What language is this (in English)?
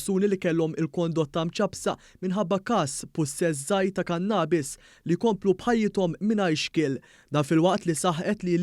Maltese